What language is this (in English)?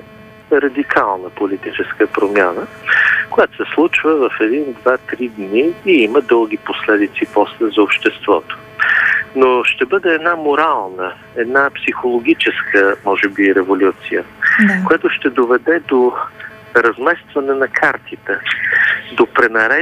Bulgarian